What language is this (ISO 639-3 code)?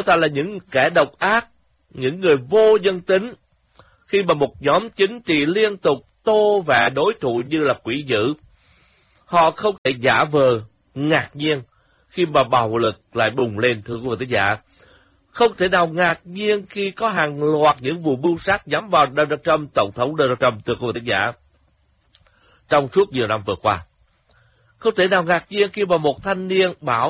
vie